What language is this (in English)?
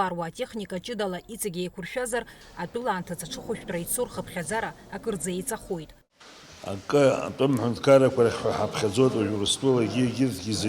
Abkhazian